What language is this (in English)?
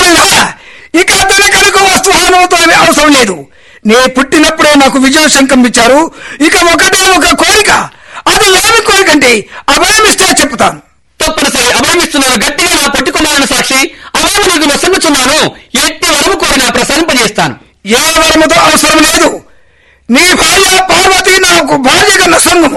Telugu